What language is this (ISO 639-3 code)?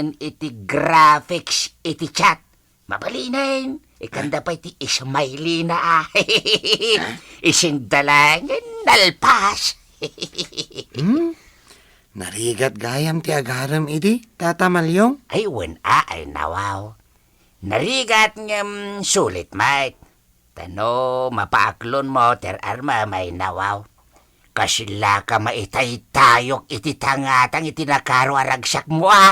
ilo